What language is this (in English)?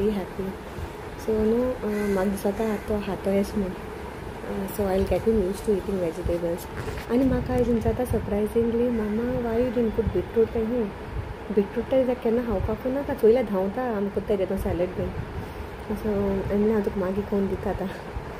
Konkani